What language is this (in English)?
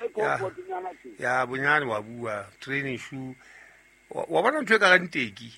Southern Sotho